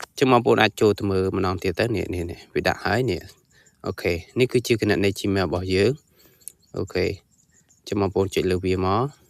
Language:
Khmer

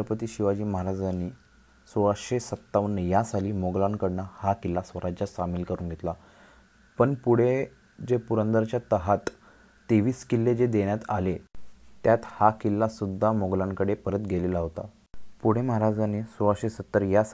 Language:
Marathi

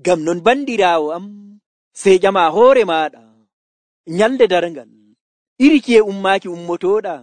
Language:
Nigerian Fulfulde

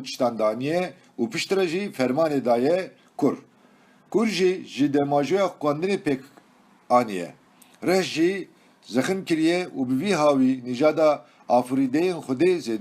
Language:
Kurdish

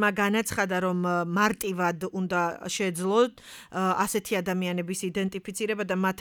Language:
Georgian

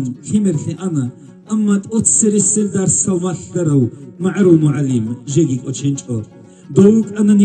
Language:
Avaric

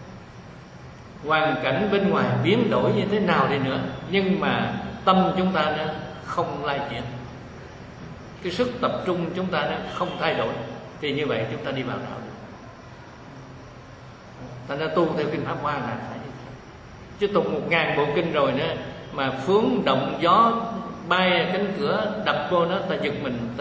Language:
Vietnamese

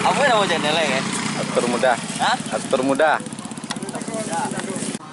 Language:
Minangkabau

